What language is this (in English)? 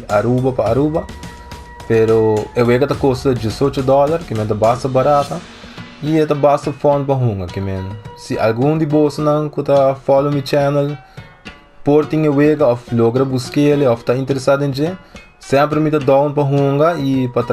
Papiamento